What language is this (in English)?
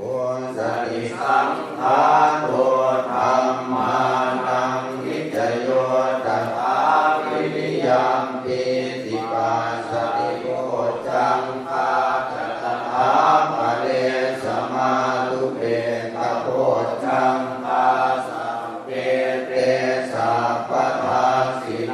Pali